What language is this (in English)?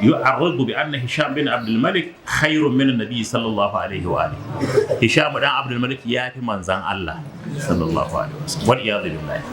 Hausa